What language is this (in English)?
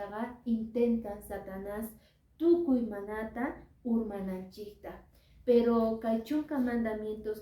Quechua